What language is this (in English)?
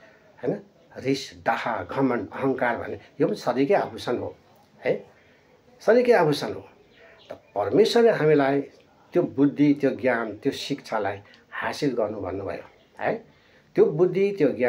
Nepali